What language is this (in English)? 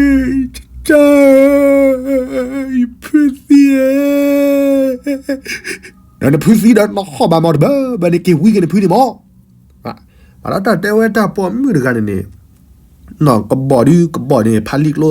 S'gaw Karen